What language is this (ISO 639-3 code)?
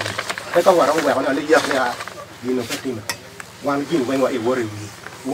ach